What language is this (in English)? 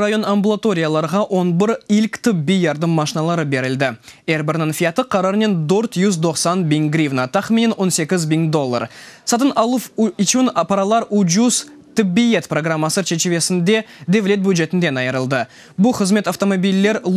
Crimean Tatar